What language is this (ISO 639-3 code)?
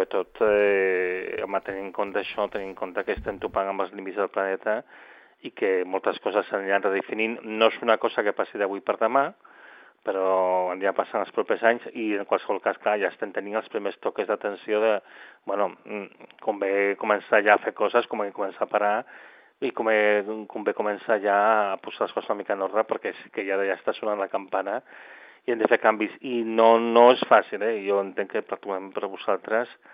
cat